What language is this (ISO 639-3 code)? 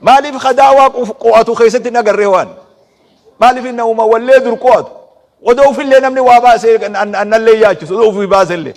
orm